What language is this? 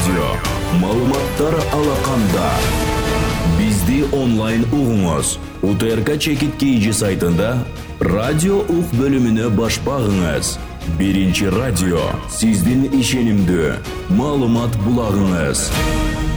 Kyrgyz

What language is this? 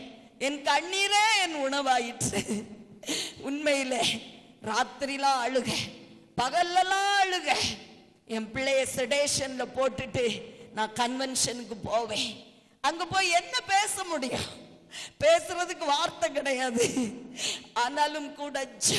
Tamil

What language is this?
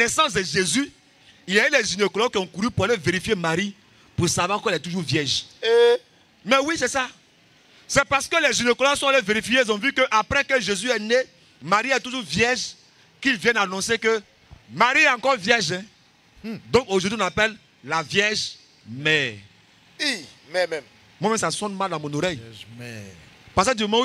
French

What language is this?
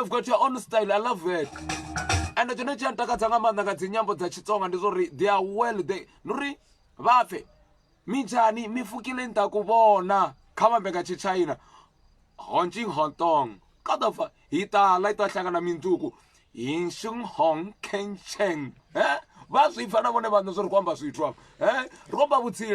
Venda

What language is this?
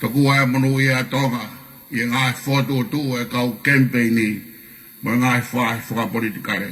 Tongan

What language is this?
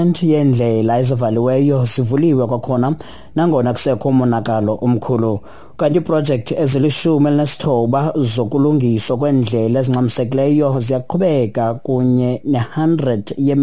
Xhosa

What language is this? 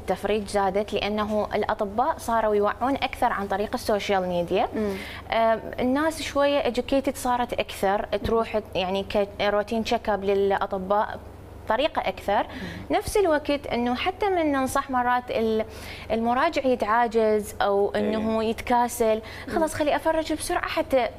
Mesopotamian Arabic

